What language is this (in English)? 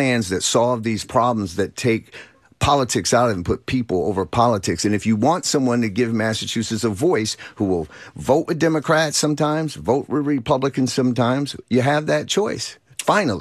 English